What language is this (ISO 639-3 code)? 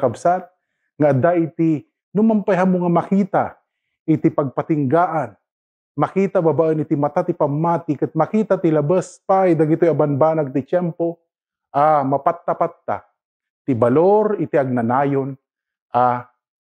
ilo